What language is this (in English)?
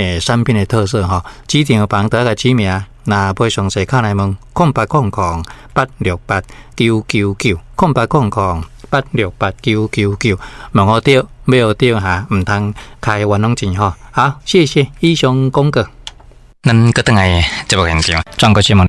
Min Nan Chinese